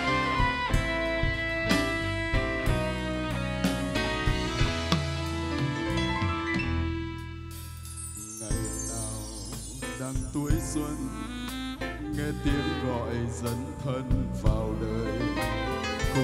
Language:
Vietnamese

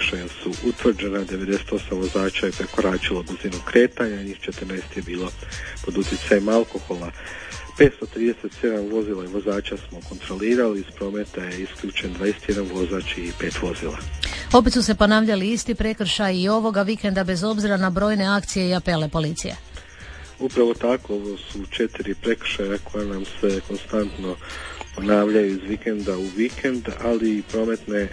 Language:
Croatian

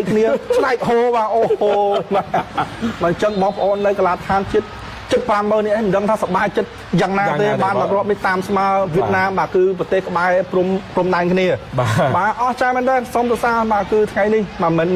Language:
Khmer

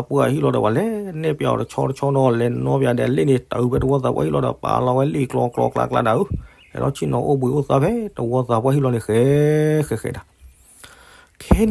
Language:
S'gaw Karen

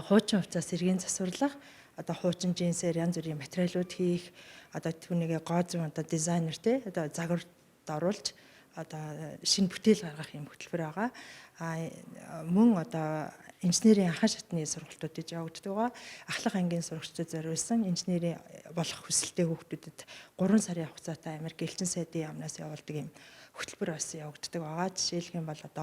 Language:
Mongolian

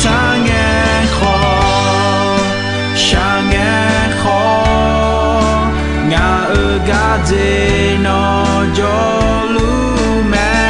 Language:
Akha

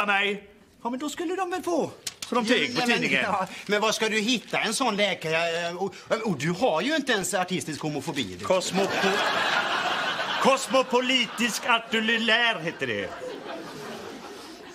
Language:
Swedish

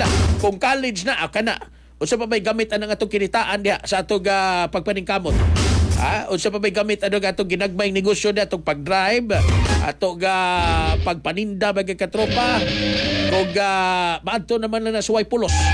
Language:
Cebuano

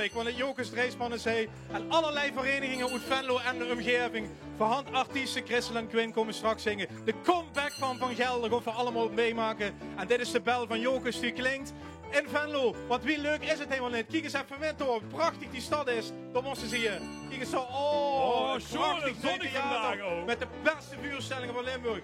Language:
Limburgish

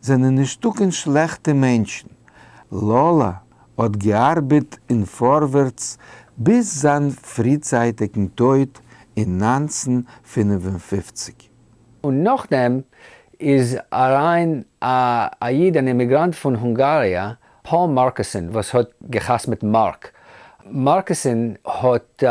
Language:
Yiddish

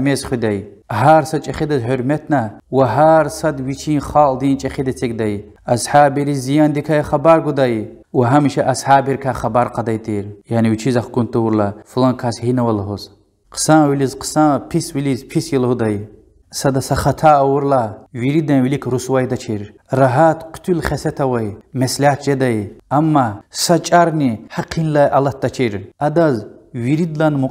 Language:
Lezghian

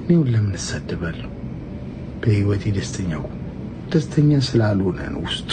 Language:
Amharic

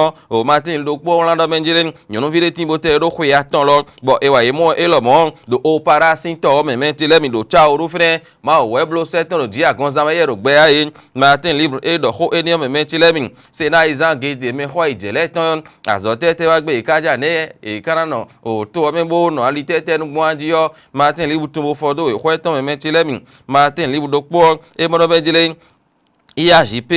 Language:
Fon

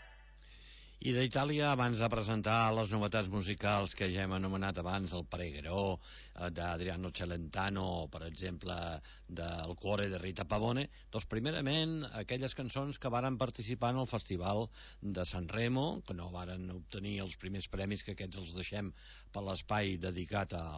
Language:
Catalan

